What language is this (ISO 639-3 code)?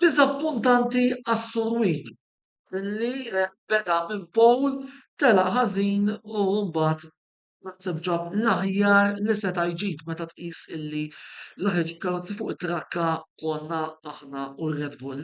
mlt